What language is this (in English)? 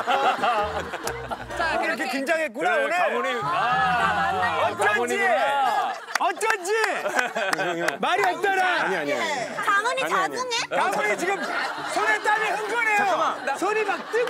Korean